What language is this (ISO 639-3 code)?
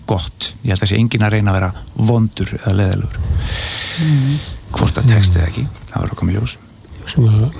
isl